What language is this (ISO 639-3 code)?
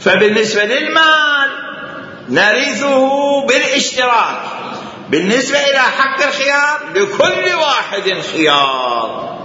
acm